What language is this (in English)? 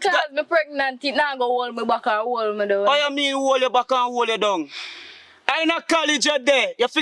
Jamaican Creole English